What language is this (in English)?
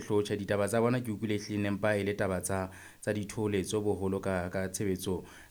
Southern Sotho